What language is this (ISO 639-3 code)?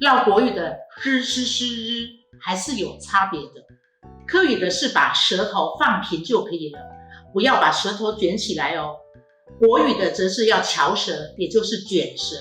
hak